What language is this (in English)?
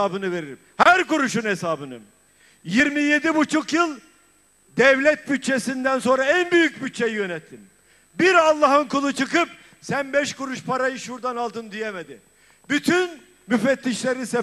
Turkish